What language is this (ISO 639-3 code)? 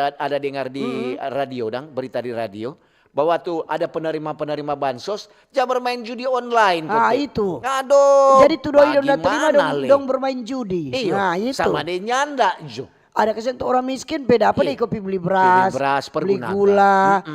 xmm